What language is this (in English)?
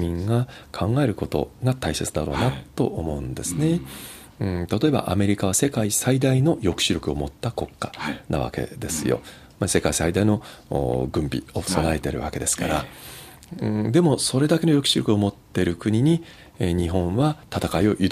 Japanese